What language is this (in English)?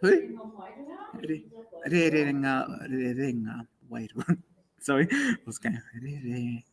Māori